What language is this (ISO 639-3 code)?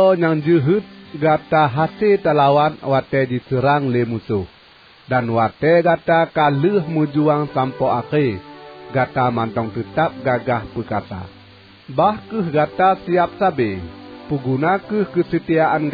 ace